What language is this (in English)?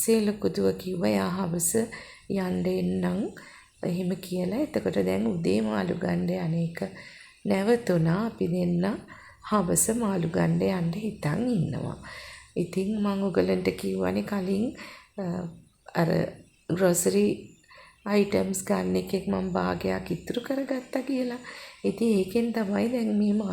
Sinhala